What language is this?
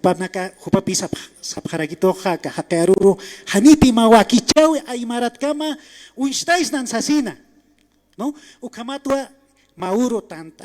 Aymara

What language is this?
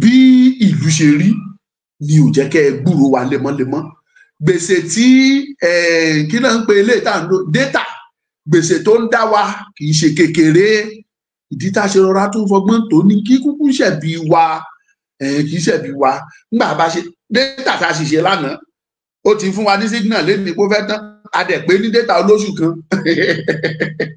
Yoruba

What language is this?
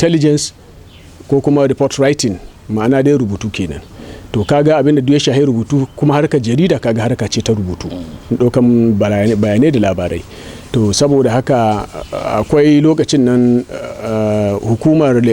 Hausa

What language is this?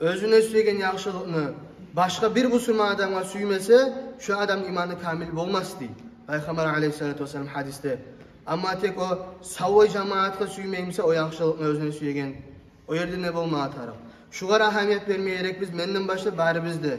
Kumyk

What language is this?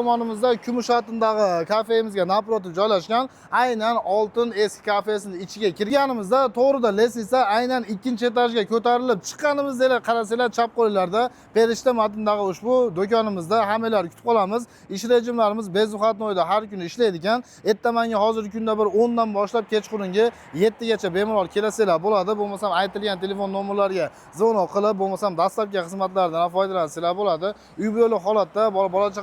Uzbek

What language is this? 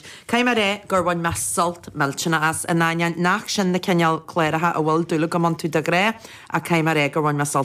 Irish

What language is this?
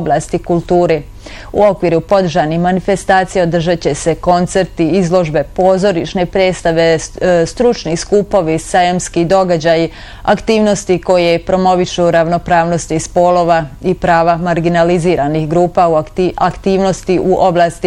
Bosnian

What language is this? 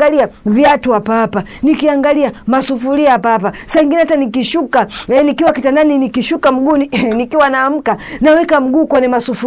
Swahili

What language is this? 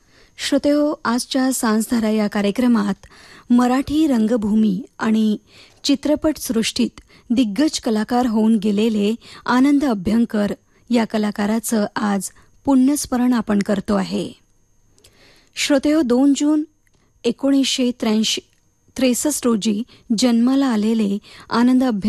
Marathi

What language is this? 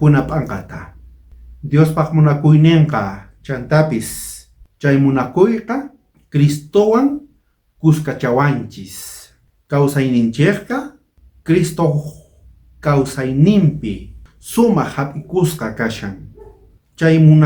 South Bolivian Quechua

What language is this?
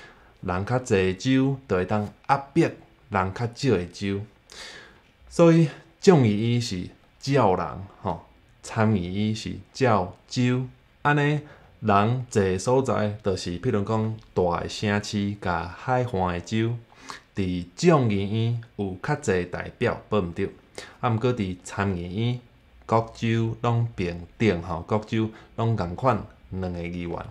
Min Nan Chinese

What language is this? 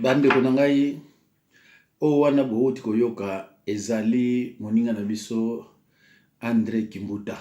Lingala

